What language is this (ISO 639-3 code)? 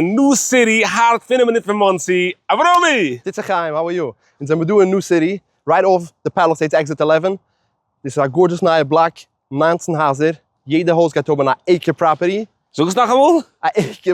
yid